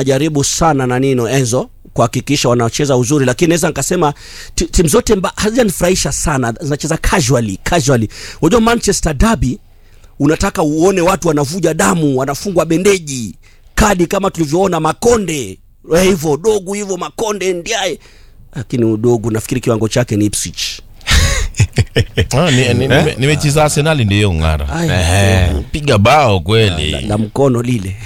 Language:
Swahili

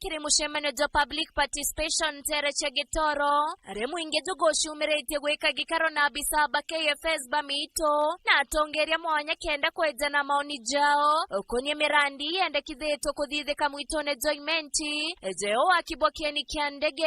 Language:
Meru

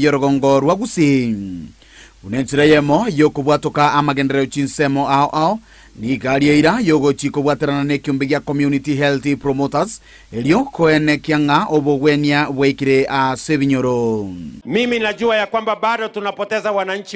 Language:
Gusii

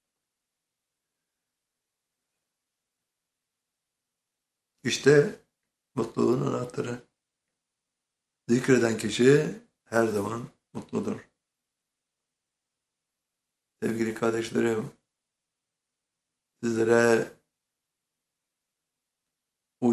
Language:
Turkish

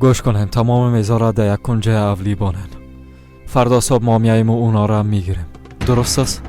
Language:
Persian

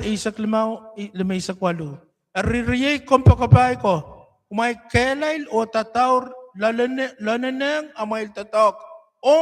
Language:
Pohnpeian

